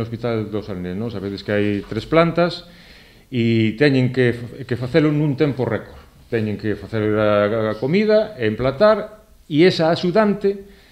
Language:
Galician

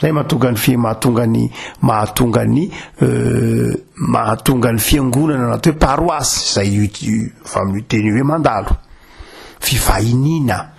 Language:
Malagasy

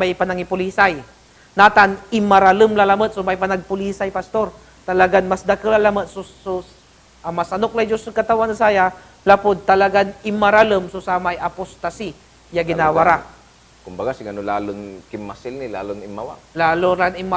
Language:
Pangasinan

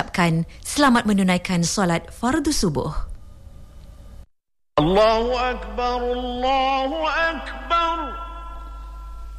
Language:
Malay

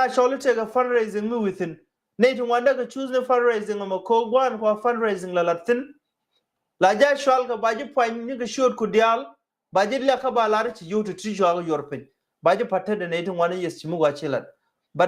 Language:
Nuer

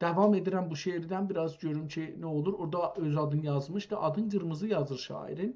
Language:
South Azerbaijani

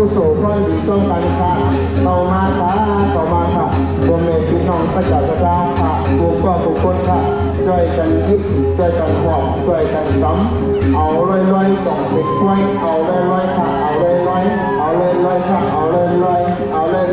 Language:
Shan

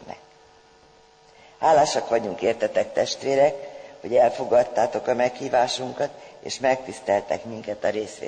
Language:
Hungarian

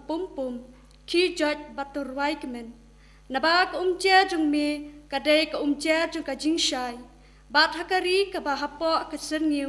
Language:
Khasi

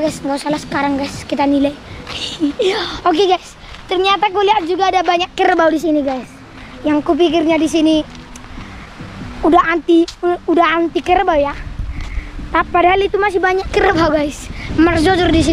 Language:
Indonesian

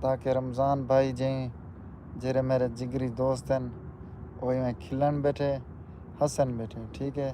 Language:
Saraiki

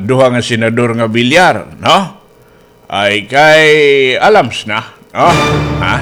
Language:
Waray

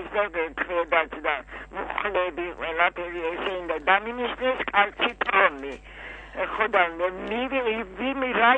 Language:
Georgian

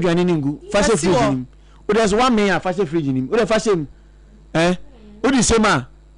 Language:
Akan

